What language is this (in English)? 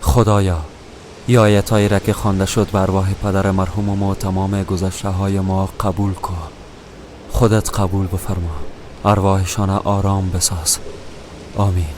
Persian